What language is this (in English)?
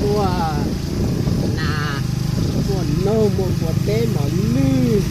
Hmong